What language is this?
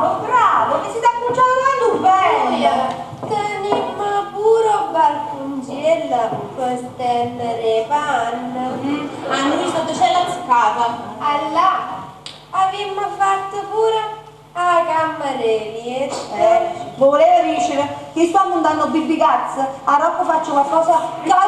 Neapolitan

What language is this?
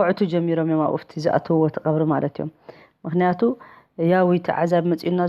Tigrinya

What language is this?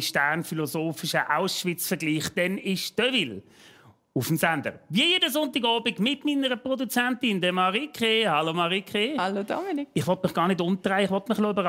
Swiss German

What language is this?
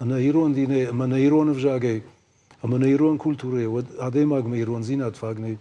Ossetic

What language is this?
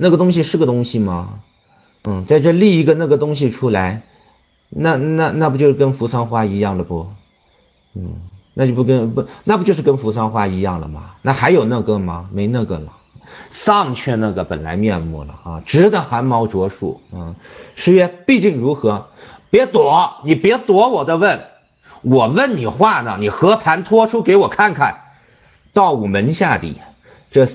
Chinese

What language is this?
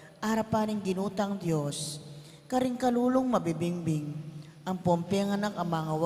Pampanga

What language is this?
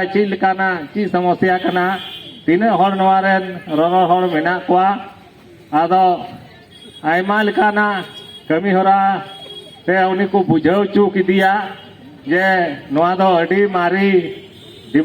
Santali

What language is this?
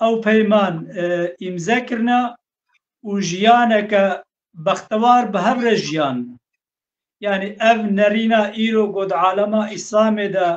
Kurdish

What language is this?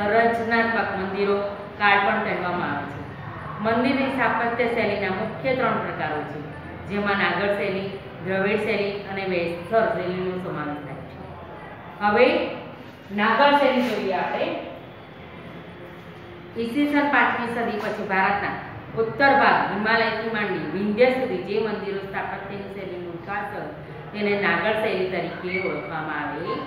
Gujarati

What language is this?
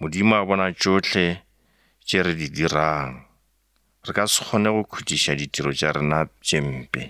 Northern Sotho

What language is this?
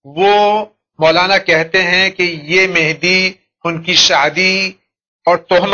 Urdu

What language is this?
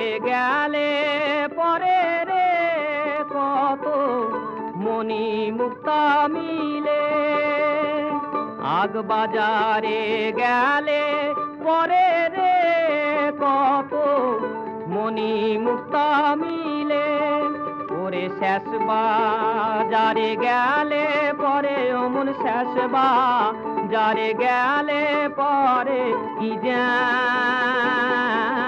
Bangla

